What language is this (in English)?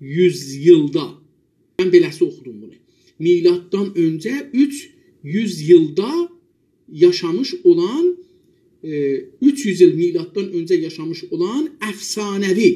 South Azerbaijani